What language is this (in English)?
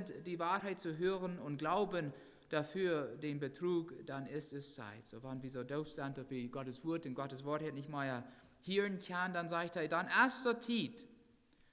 Plautdietsch